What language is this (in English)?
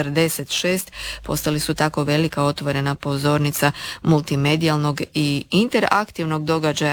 Croatian